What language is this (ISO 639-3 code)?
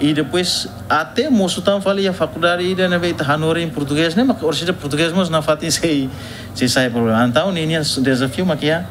tet